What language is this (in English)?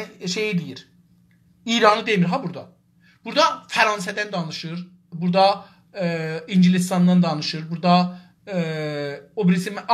South Azerbaijani